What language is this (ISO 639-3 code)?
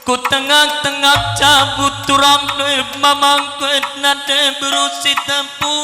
btx